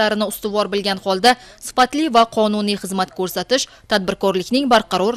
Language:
Uzbek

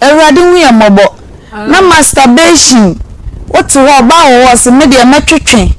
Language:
Akan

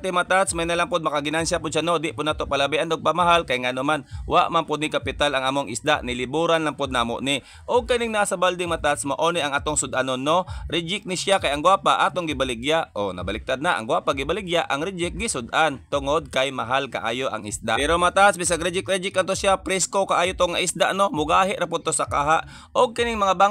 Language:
Cebuano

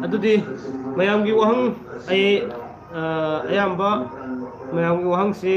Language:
Manipuri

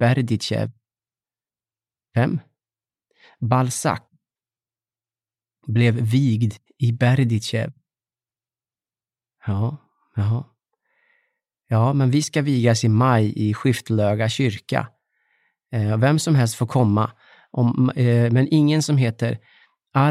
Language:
Swedish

